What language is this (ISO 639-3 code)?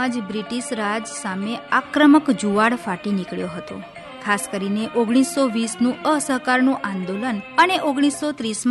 guj